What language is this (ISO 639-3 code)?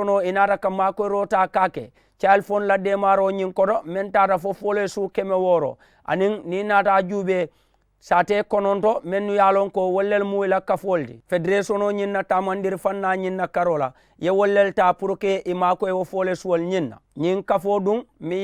man